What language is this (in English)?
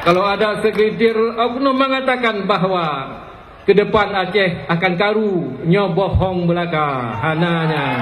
Achinese